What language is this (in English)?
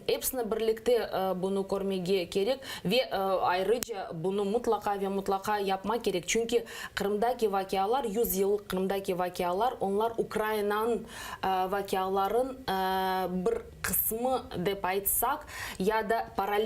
Crimean Tatar